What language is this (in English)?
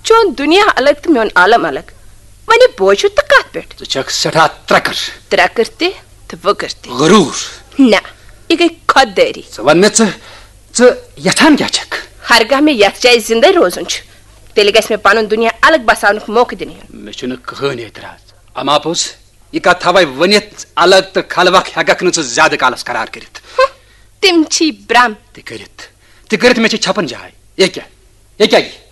Kashmiri